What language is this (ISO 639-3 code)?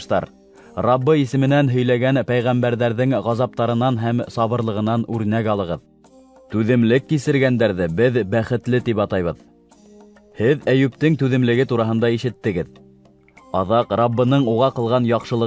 bak